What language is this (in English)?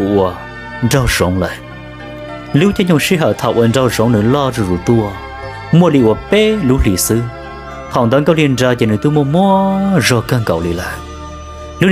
Hmong